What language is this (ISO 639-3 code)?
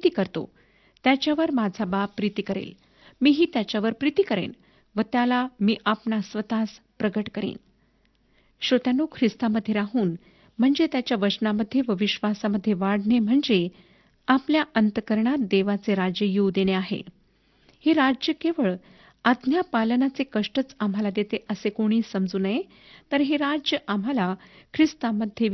mar